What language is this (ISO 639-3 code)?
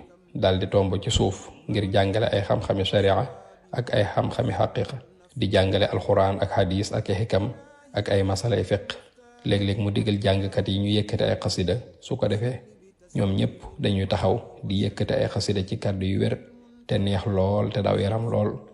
wol